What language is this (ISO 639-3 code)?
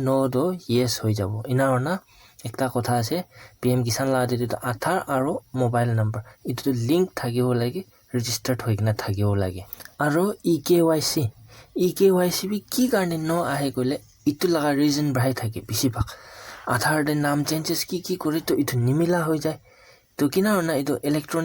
nag